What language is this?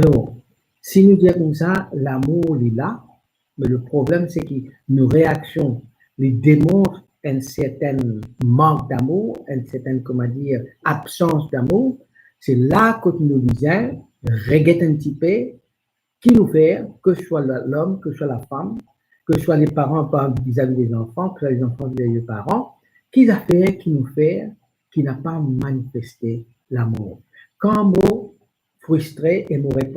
Morisyen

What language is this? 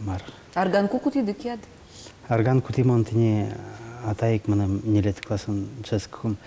Udmurt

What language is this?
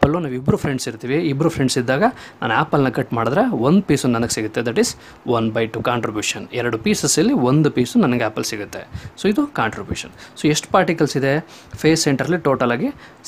Kannada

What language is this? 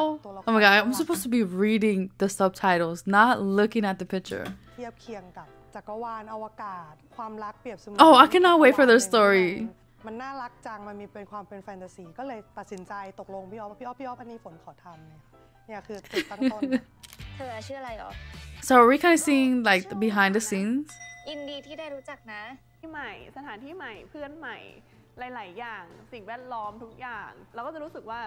Thai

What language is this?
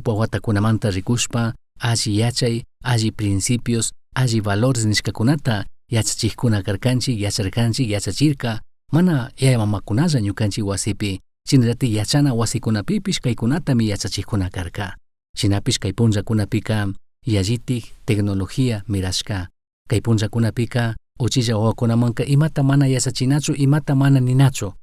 Chimborazo Highland Quichua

